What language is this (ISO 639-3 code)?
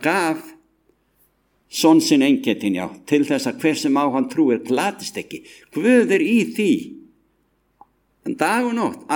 isl